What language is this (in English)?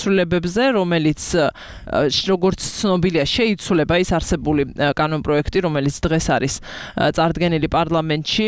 Georgian